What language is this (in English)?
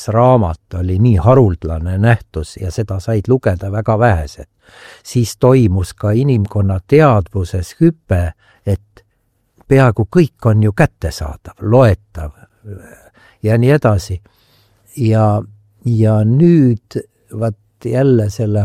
Estonian